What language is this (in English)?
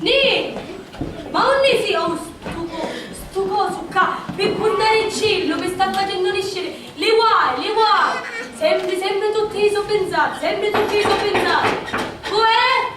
Sicilian